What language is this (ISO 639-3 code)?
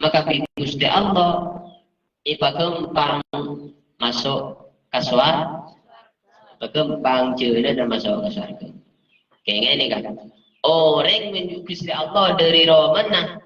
mad